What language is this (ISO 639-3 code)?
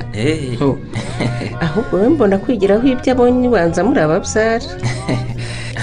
kin